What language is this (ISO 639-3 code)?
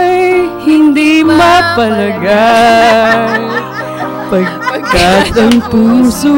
fil